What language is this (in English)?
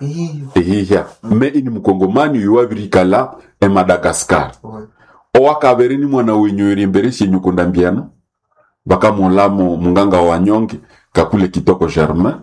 Nande